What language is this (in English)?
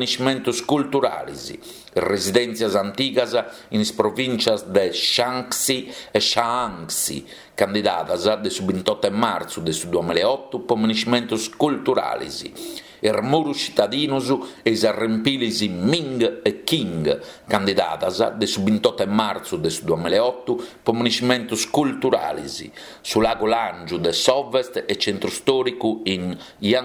Sardinian